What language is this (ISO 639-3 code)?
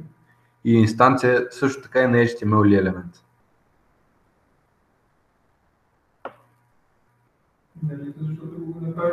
bul